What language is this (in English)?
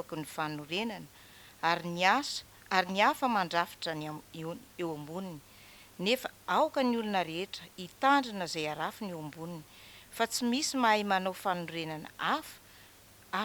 Malagasy